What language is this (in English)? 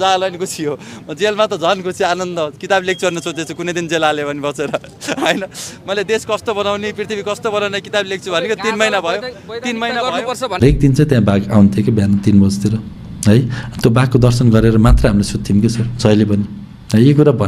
Nepali